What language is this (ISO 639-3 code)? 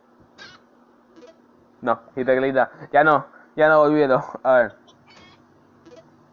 spa